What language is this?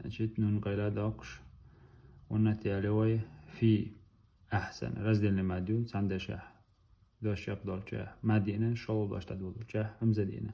Chechen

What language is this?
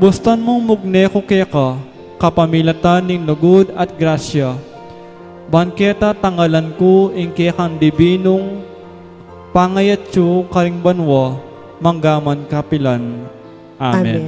Pampanga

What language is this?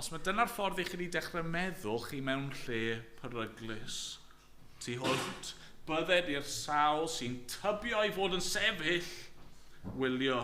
Welsh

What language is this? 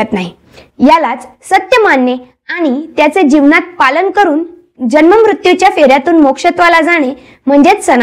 Marathi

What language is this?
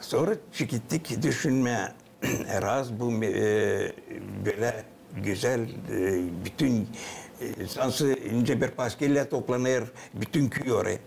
Gagauz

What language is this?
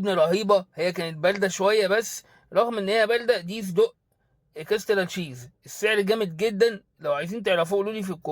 Egyptian Arabic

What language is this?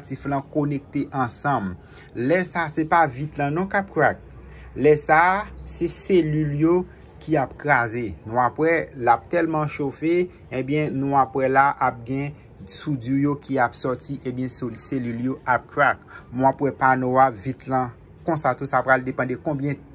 Haitian Creole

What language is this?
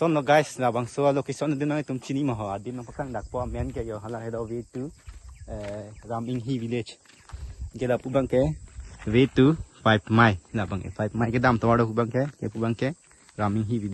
Karbi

